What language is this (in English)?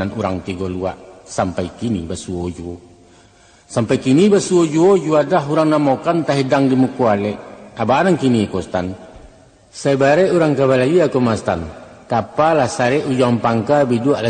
Minangkabau